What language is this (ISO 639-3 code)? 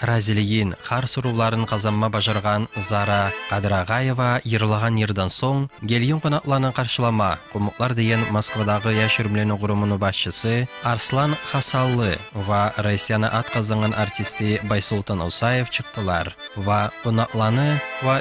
kum